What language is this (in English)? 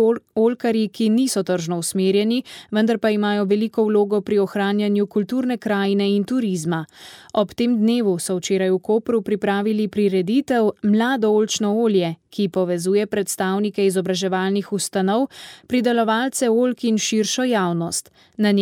Slovenian